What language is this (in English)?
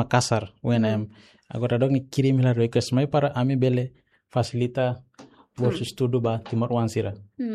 Tetum